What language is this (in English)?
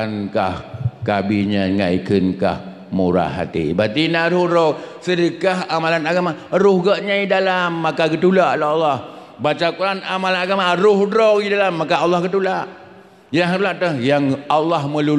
Achinese